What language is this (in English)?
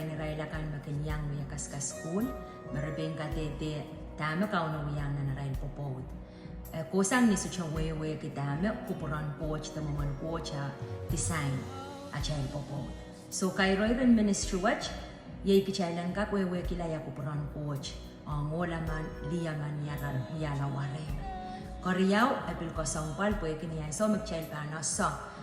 Pohnpeian